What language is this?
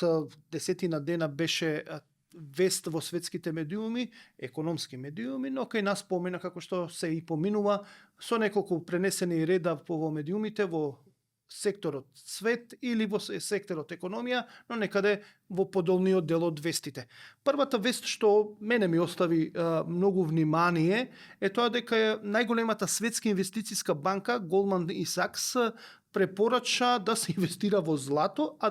Macedonian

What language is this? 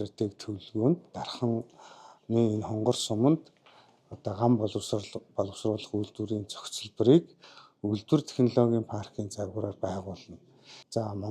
Mongolian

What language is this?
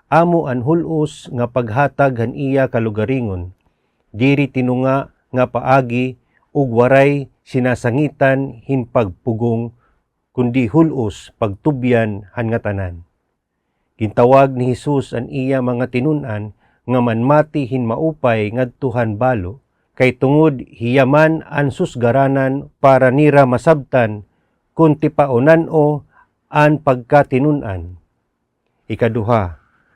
Waray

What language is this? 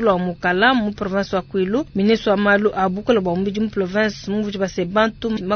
Luba-Lulua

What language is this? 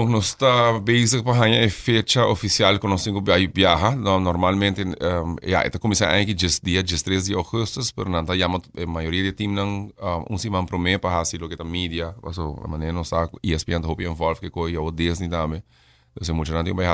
Papiamento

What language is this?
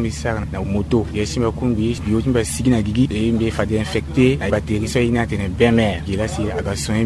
Sango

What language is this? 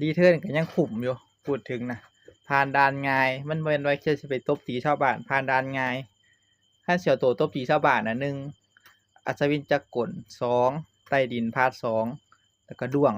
Northeastern Thai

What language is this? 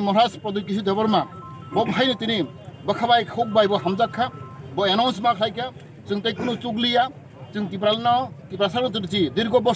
Kok Borok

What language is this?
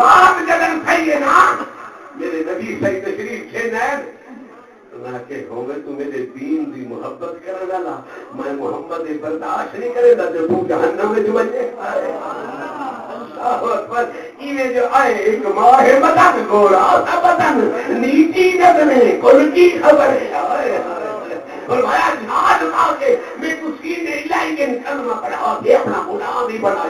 Saraiki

